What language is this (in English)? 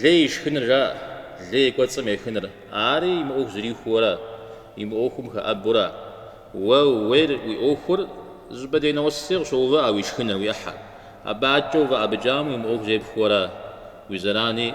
Kabardian